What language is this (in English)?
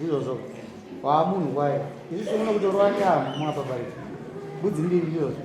Shona